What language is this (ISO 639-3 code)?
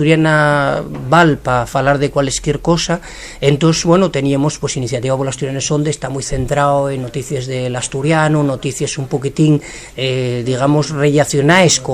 ast